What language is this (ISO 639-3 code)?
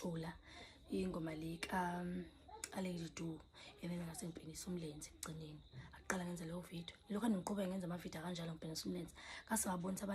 zul